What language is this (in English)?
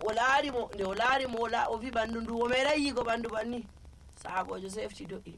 Nigerian Fulfulde